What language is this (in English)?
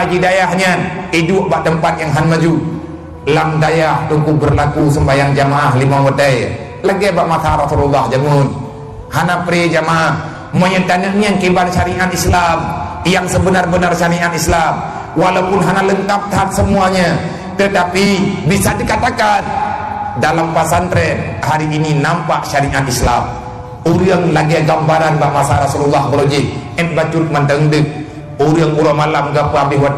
Achinese